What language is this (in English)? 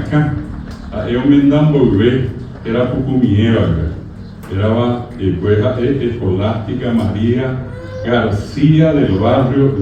Guarani